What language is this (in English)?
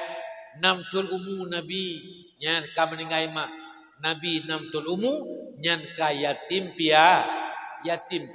Achinese